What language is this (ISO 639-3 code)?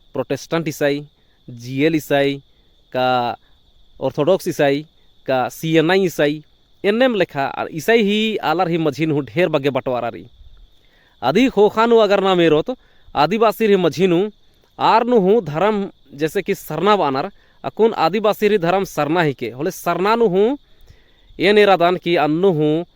kru